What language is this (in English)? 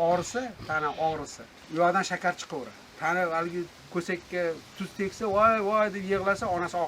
Uzbek